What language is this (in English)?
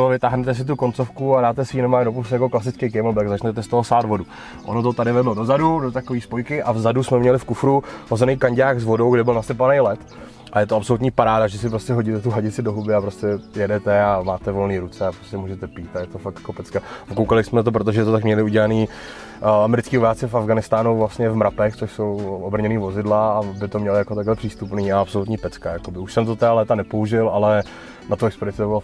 Czech